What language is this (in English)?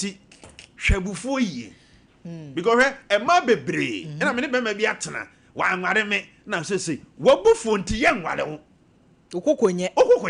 Akan